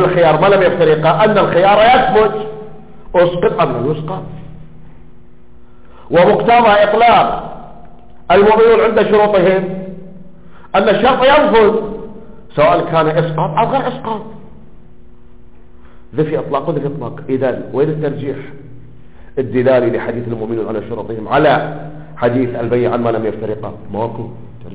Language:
Arabic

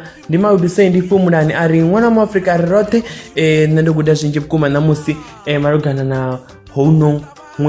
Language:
Venda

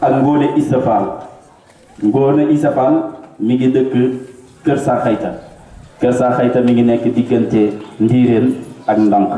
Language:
Wolof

